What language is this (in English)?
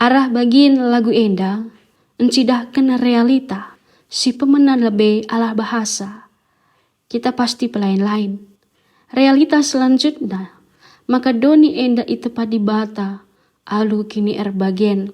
Batak Karo